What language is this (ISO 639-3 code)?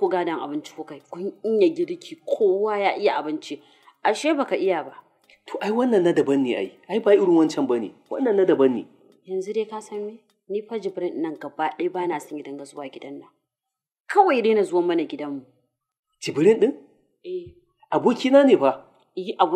hau